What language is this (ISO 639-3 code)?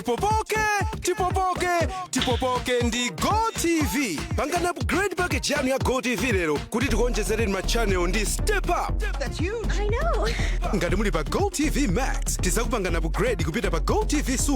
nya